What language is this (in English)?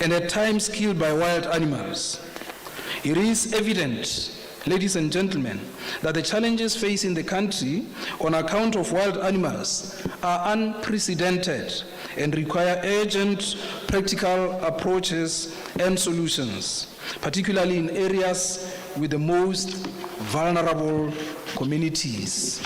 Tswana